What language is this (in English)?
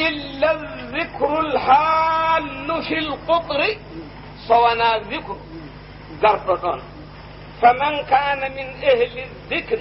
Fula